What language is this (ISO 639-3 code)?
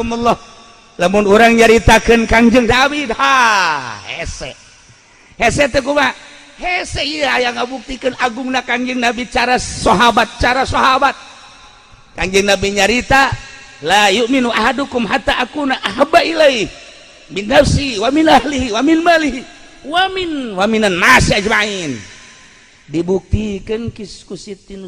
sun